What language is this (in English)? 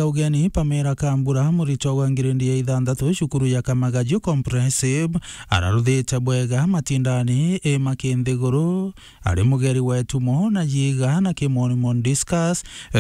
Meru